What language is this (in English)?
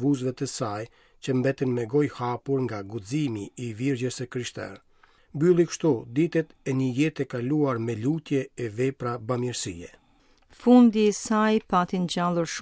Albanian